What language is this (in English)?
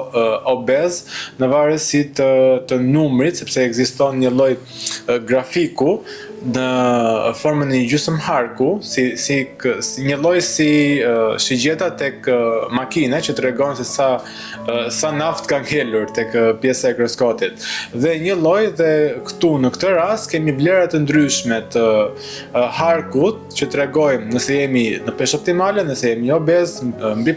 Albanian